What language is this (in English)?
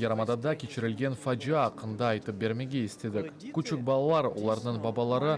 Crimean Tatar